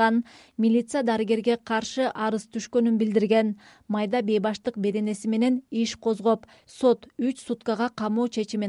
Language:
Kyrgyz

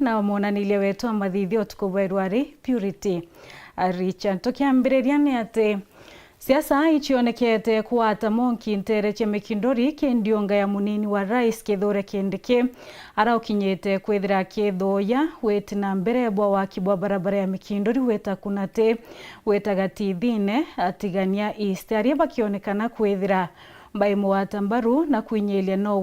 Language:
Meru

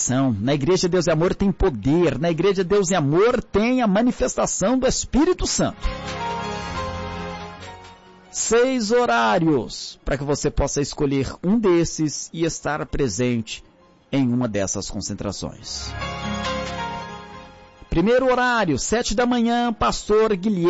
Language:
Portuguese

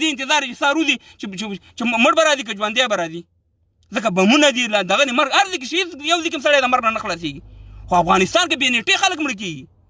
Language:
Pashto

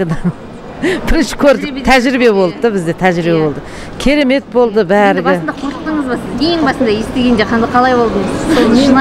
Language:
Kazakh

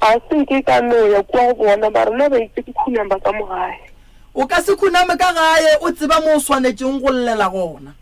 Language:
Northern Sotho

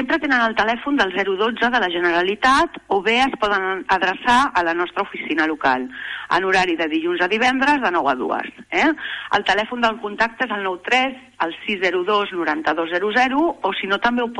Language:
Catalan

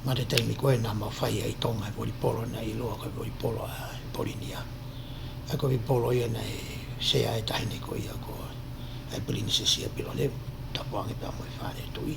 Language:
Tongan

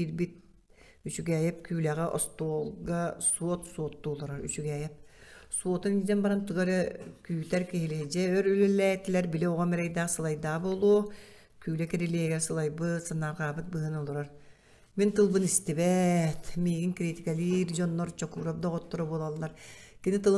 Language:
Yakut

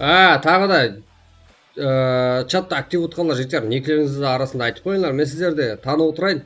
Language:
Kara-Kalpak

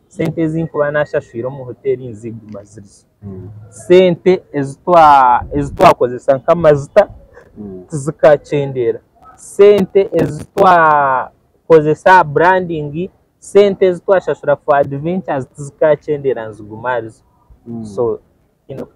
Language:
Nyankole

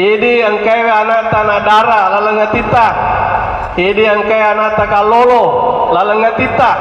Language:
Buginese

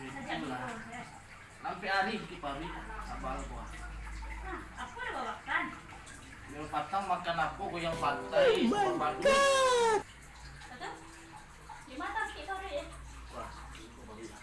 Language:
Minangkabau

